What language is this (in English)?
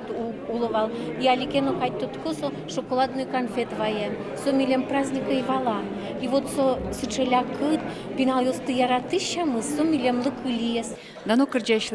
Udmurt